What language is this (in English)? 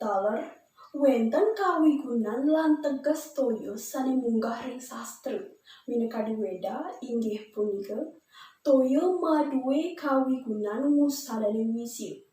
Balinese